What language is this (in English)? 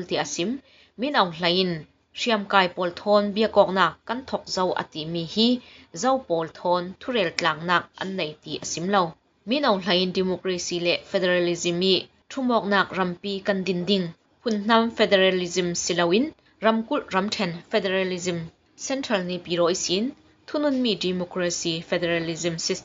Falam Chin